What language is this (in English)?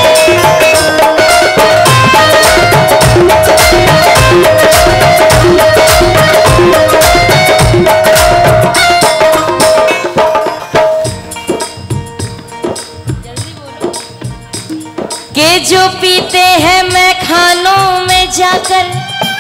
Hindi